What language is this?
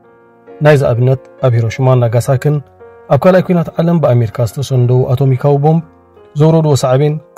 Tigrinya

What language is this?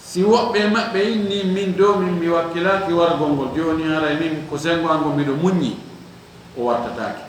Fula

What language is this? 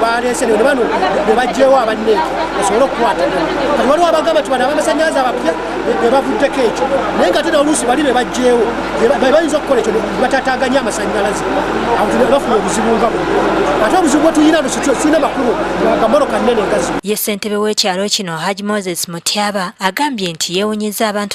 Ganda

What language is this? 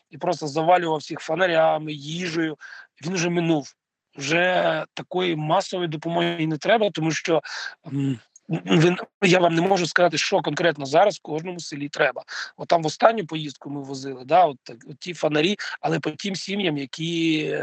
Ukrainian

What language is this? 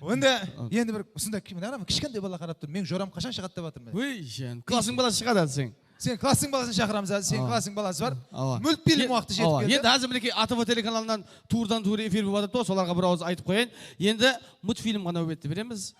Kara-Kalpak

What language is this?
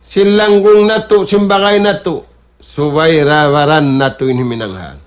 Tausug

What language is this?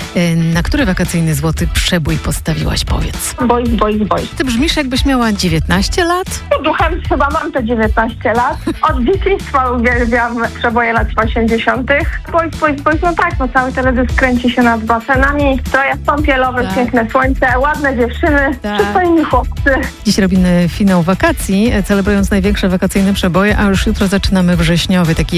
Polish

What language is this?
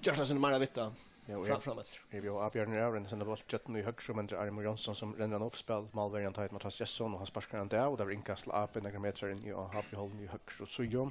Faroese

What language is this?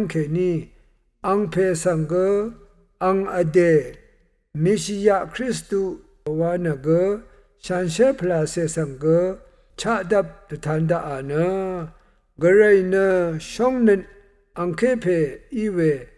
Rawang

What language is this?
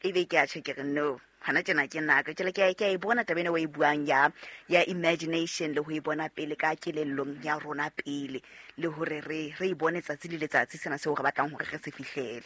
Southern Sotho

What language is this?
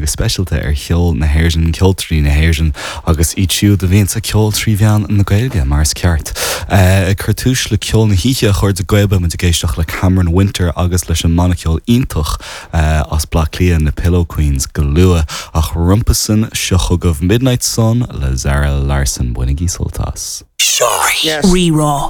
Irish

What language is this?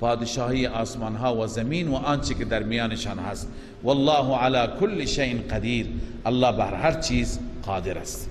Persian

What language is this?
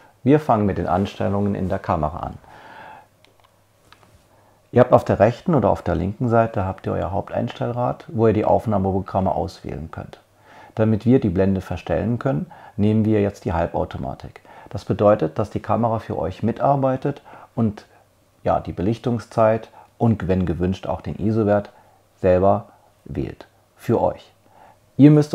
German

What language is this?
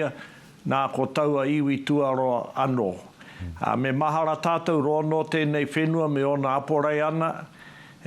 Māori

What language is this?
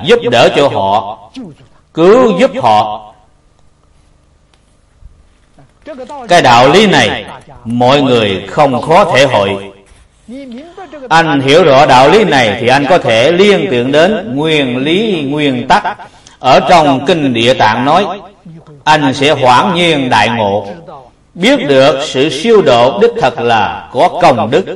Vietnamese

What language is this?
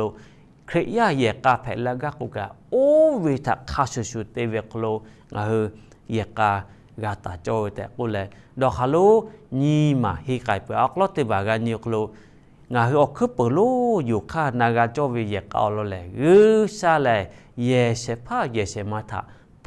Lahu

